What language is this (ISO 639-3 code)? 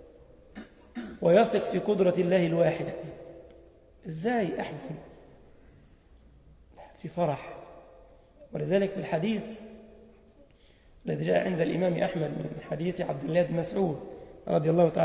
arz